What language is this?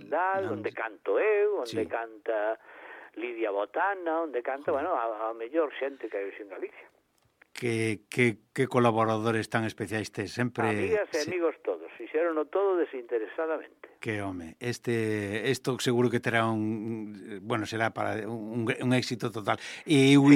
Galician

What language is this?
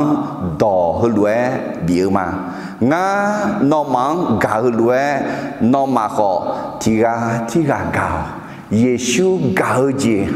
Akha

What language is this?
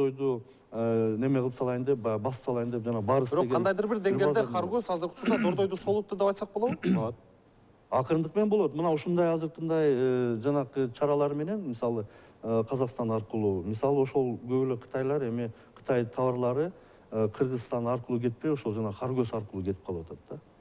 Kyrgyz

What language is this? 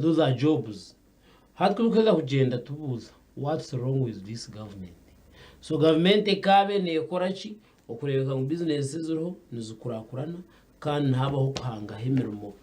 Nyankole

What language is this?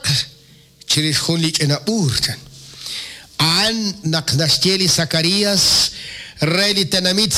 Kekchí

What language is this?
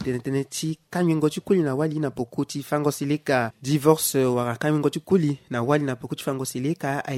Sango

